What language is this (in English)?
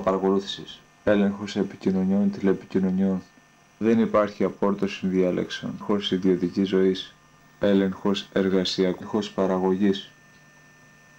Greek